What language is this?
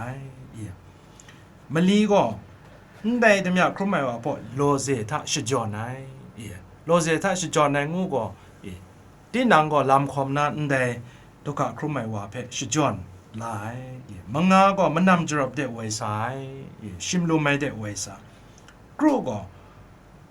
Kachin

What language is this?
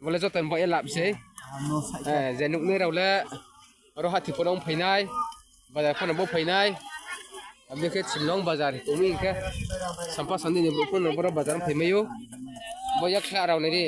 Riang (India)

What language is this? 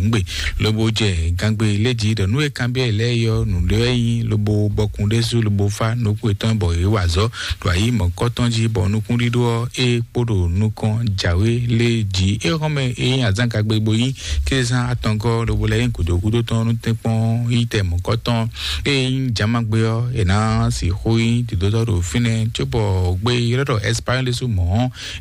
Fon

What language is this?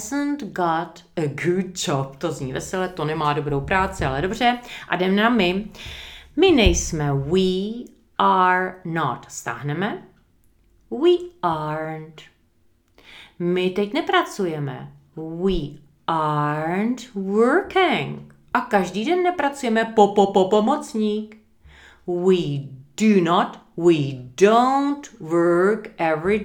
Czech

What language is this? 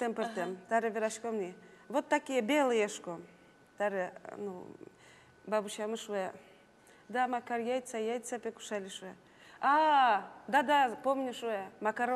Udmurt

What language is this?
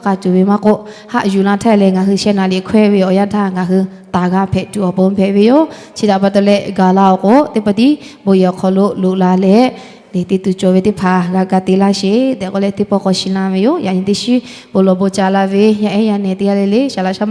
Lahu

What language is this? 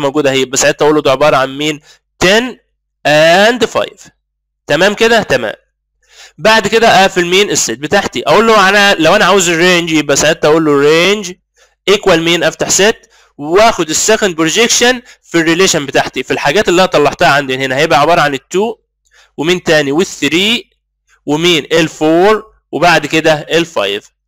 Egyptian Arabic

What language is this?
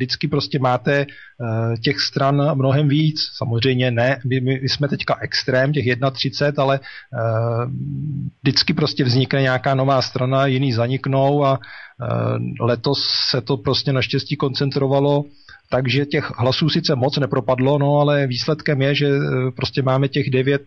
Czech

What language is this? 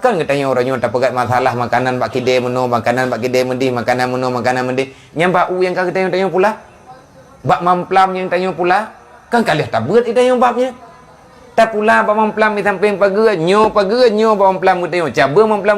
Achinese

